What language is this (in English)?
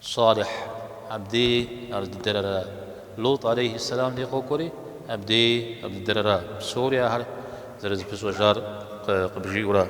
Kabardian